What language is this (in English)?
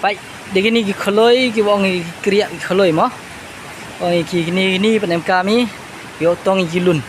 Khasi